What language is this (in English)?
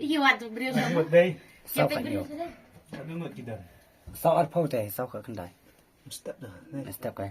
Khasi